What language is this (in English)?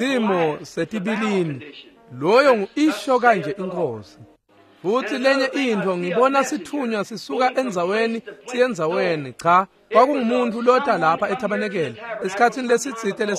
Swati